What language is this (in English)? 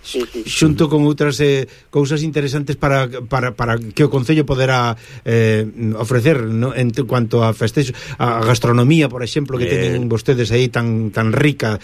Galician